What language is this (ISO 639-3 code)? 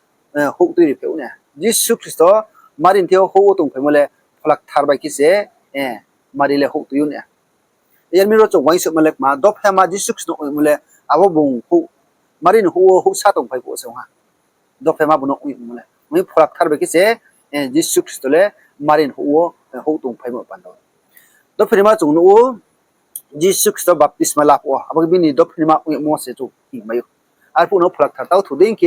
ria